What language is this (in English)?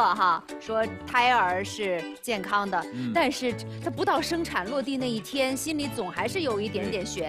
Chinese